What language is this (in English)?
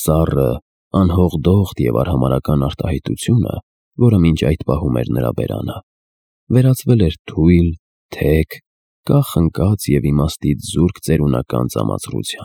Armenian